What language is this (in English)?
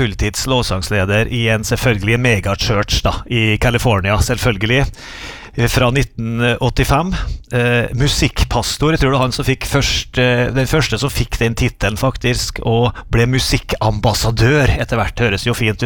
Norwegian